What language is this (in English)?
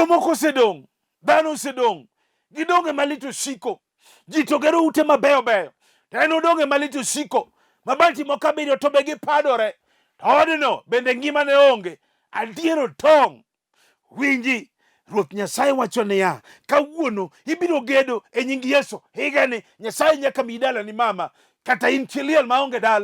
Luo (Kenya and Tanzania)